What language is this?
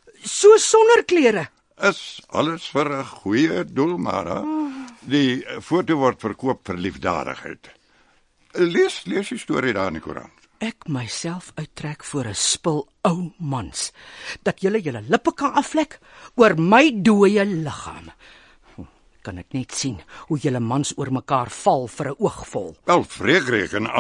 Afrikaans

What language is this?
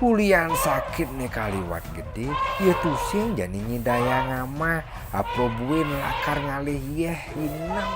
Balinese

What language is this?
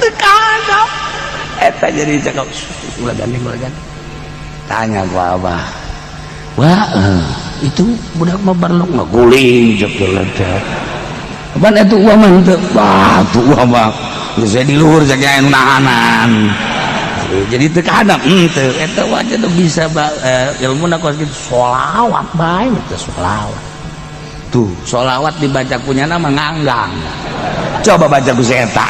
Sundanese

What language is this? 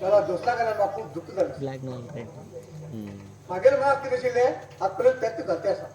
Konkani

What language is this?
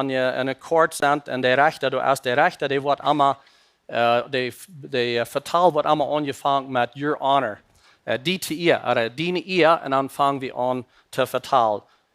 Plautdietsch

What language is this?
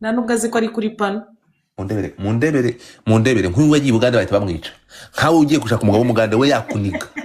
Kinyarwanda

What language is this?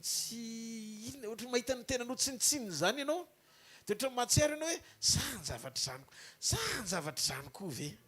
Malagasy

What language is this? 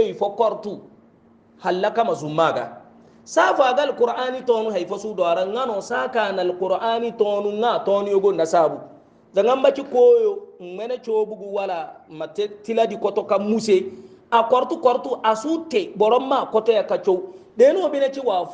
Hausa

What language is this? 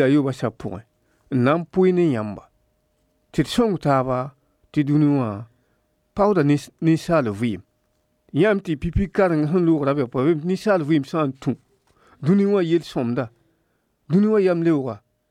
Mossi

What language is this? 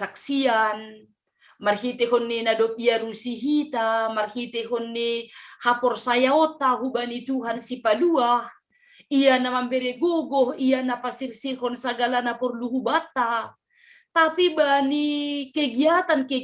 Batak Simalungun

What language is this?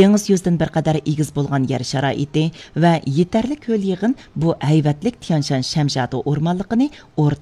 Uyghur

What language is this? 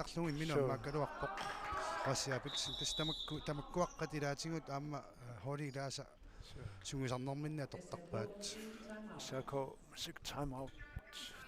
Kalaallisut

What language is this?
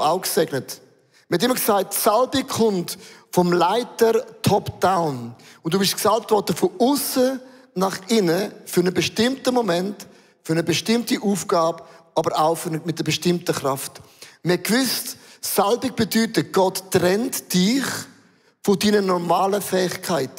Swiss German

